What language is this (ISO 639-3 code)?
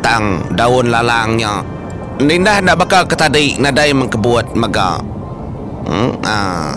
iba